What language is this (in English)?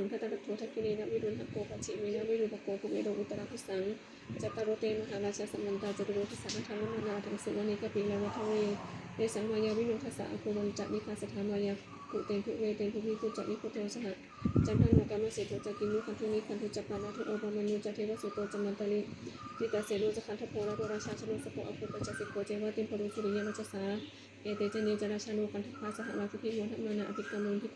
Pali